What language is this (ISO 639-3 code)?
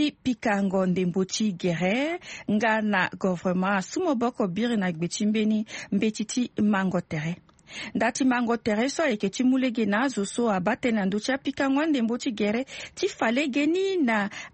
sag